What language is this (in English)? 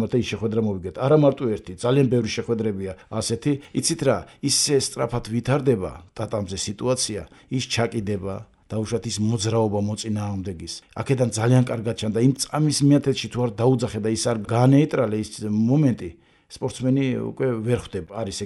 Georgian